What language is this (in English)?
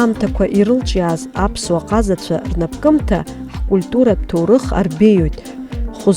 Abkhazian